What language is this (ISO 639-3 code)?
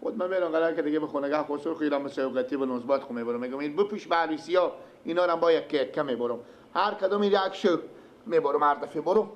fas